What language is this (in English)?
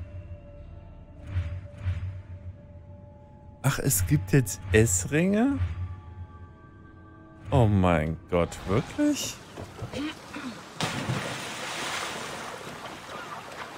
German